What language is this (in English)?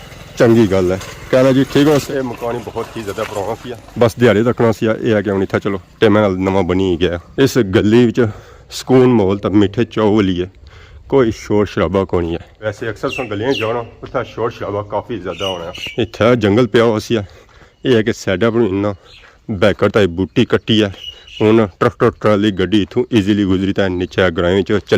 Pahari-Potwari